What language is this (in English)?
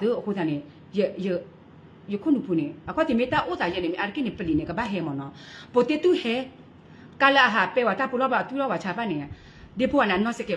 S'gaw Karen